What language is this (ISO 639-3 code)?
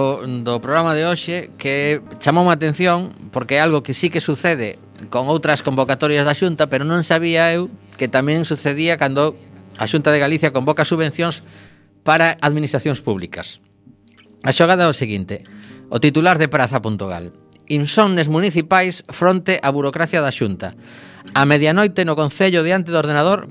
glg